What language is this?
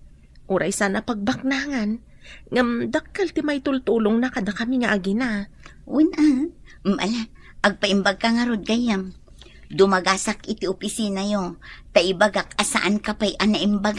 Iloko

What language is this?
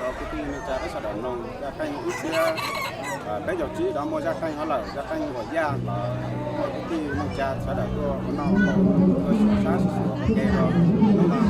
Hmong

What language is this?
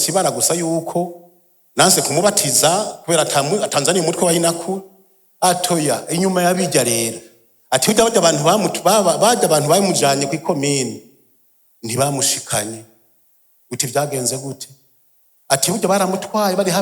Rundi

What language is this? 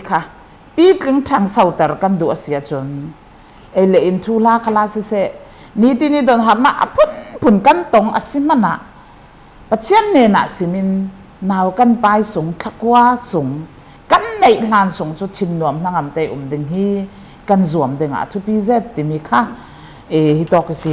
Falam Chin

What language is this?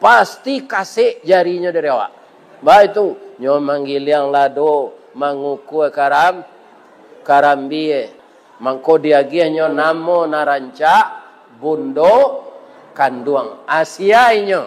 Minangkabau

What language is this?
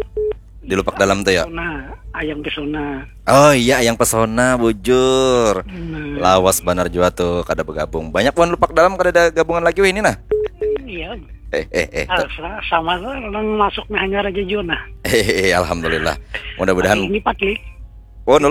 Banjar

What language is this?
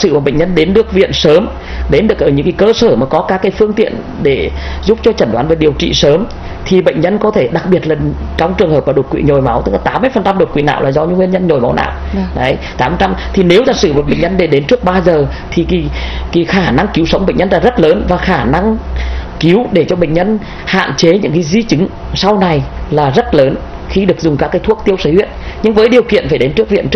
Vietnamese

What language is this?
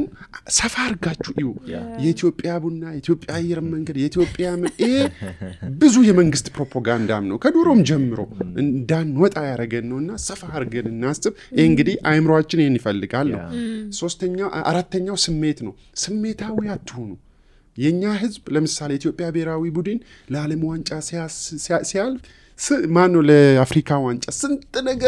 Amharic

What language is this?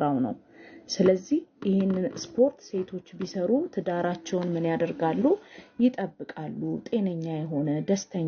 Amharic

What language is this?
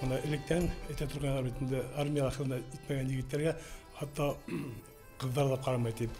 Bashkir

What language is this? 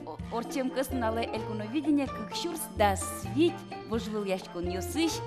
Udmurt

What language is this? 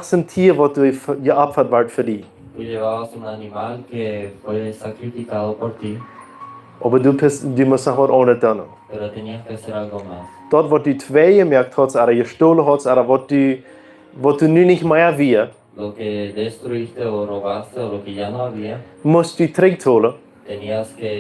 Plautdietsch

